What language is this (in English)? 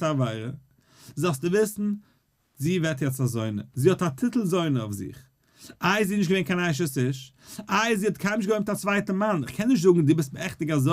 Yiddish